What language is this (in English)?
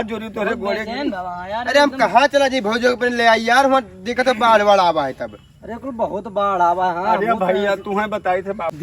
Awadhi